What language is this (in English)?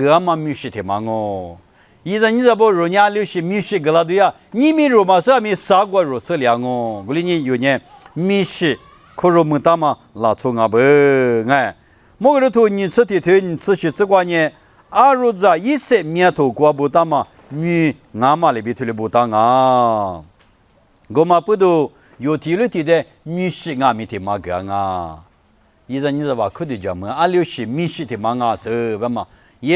Lisu